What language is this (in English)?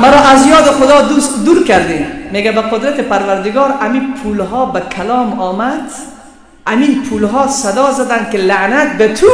Persian